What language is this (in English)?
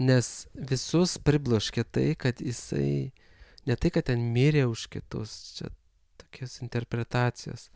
Lithuanian